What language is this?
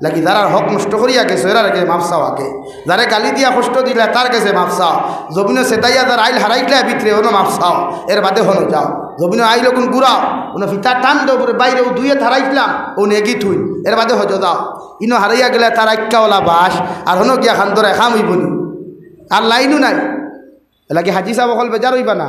Sylheti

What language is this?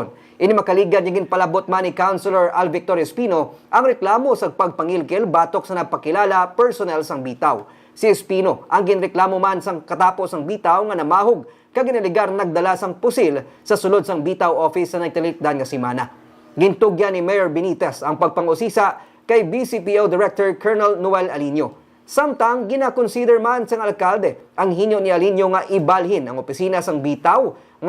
Hiligaynon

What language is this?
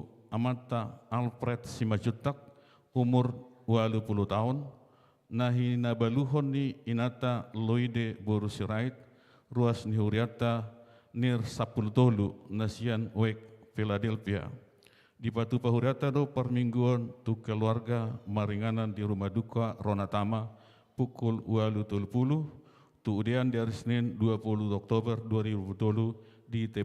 Batak Toba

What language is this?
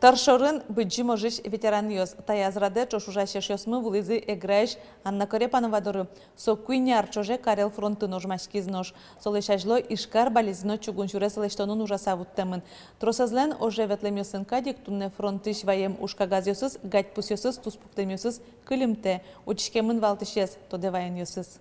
Udmurt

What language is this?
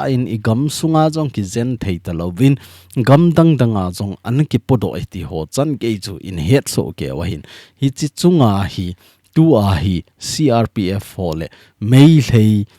Thado Chin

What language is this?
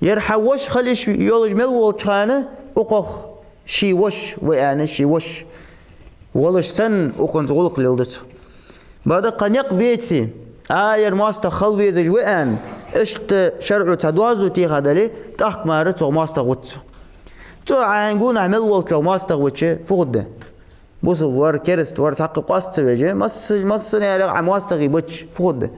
Ingush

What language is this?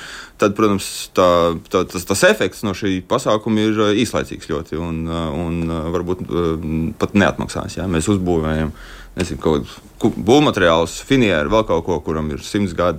Latvian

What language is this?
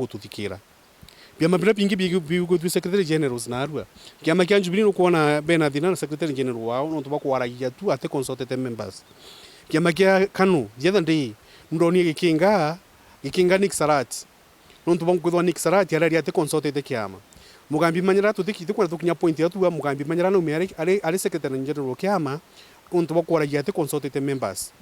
Meru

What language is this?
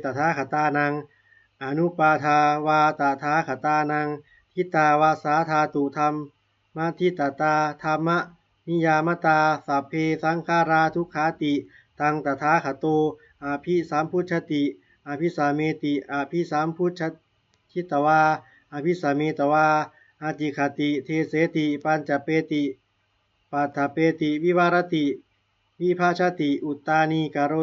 Pali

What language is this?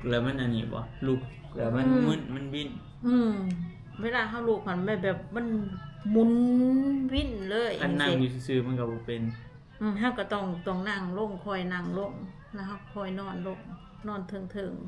Northeastern Thai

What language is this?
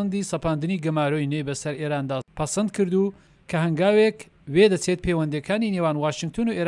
Central Kurdish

